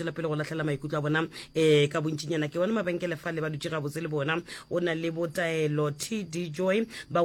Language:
Northern Sotho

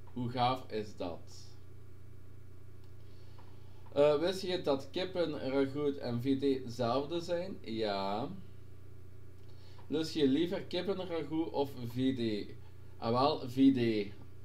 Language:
Dutch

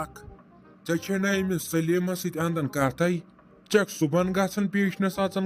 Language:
Kashmiri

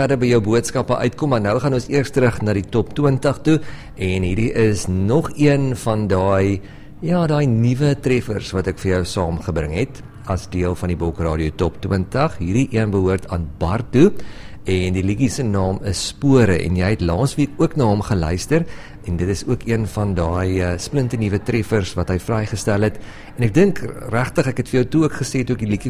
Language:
Afrikaans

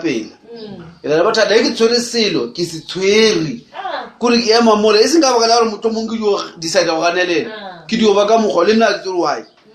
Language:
Northern Sotho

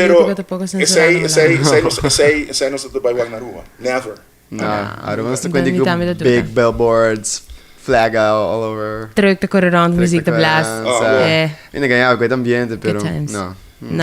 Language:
Papiamento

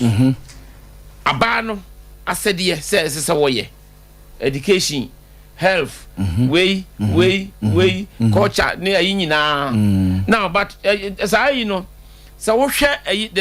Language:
Akan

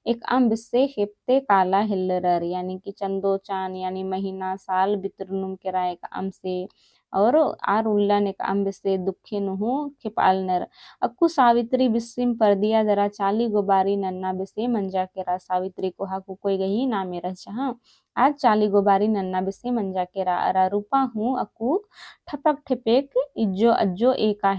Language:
Kurukh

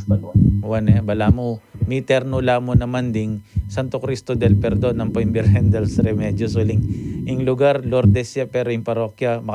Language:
Pampanga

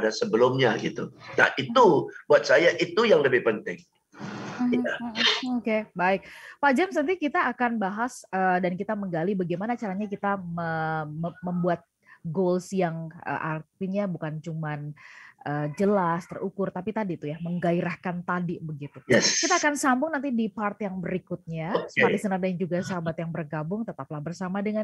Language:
Indonesian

